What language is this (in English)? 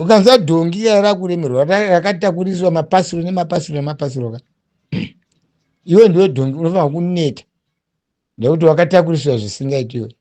Shona